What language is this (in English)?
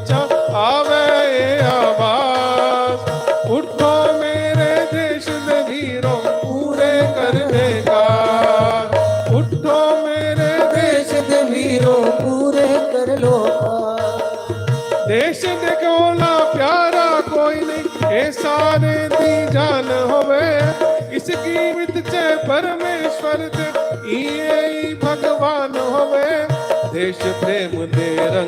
Dogri